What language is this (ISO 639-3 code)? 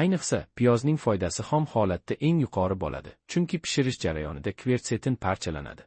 uzb